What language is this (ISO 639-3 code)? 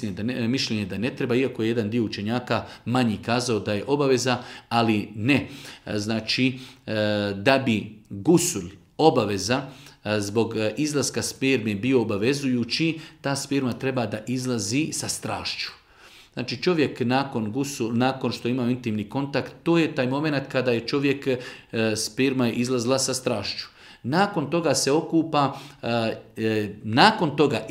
bos